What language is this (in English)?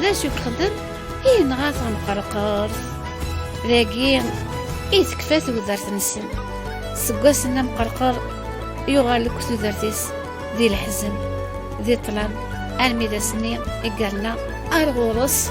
Kabyle